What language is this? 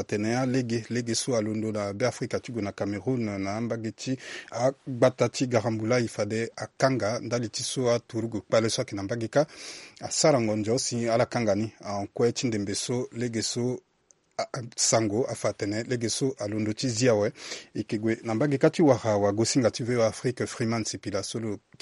Sango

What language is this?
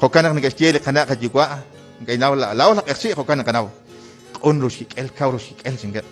Kekchí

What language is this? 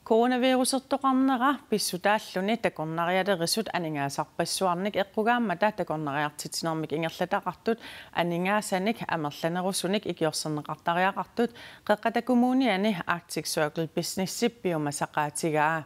Kalaallisut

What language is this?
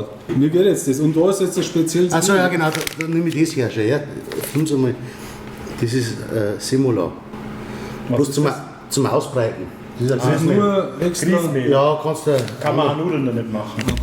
Bavarian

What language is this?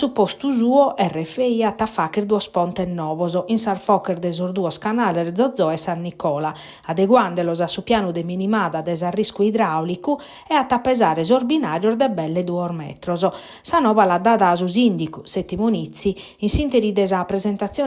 Sardinian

